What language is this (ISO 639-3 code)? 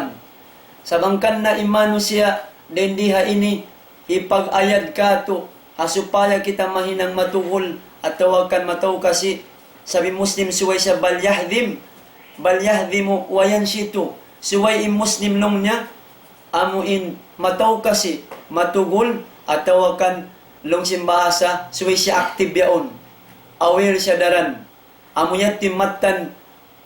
tsg